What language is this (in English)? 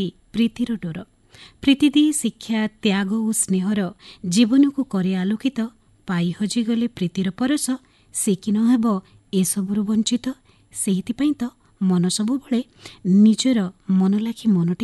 Odia